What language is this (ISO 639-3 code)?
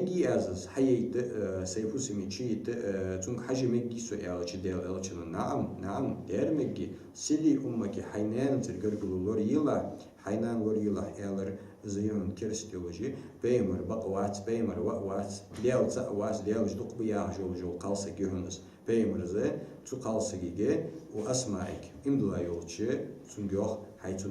inh